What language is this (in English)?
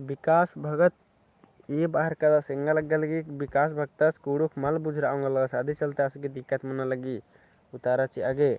Kurukh